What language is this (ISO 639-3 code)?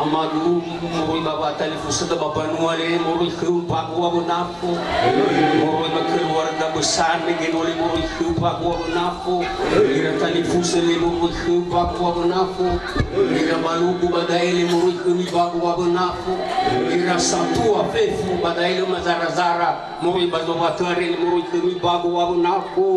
nia